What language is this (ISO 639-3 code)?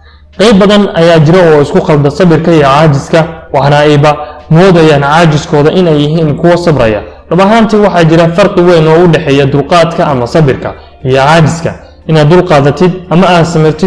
som